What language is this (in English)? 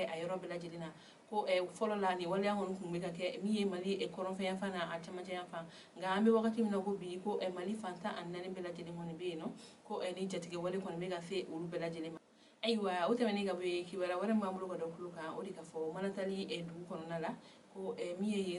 Bambara